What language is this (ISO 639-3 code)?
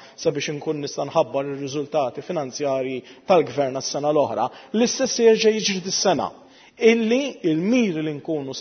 mlt